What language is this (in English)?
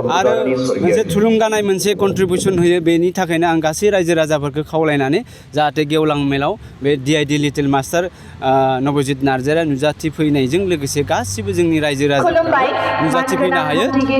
Bodo